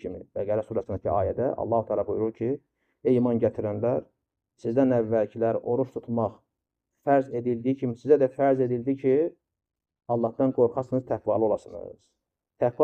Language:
Azerbaijani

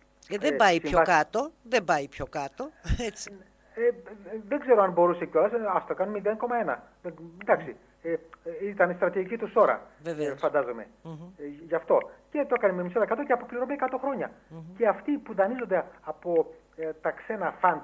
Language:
Greek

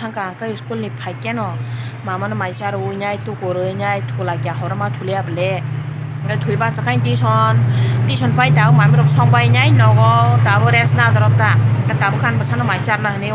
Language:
Kok Borok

